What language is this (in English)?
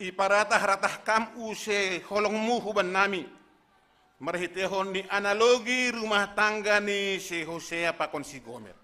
Batak Simalungun